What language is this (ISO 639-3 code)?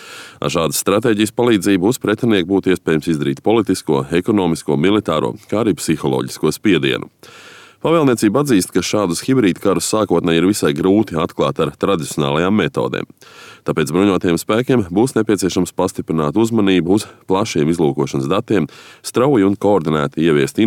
lav